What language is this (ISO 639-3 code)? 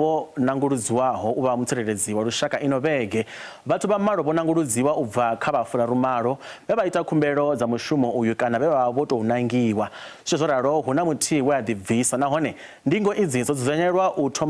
ven